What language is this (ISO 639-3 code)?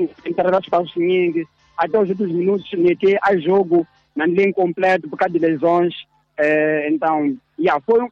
tso